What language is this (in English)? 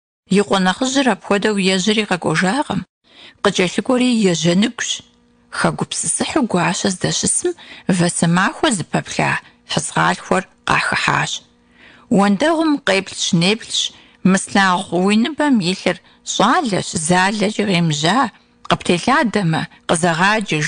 Kabardian